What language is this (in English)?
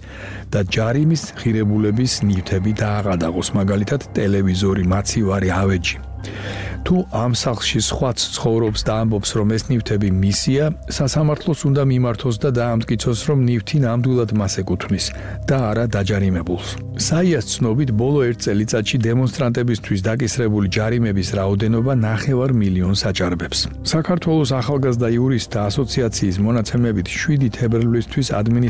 Georgian